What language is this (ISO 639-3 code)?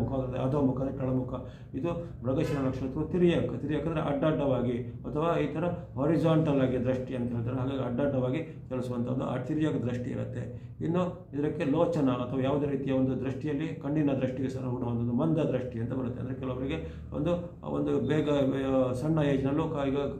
kan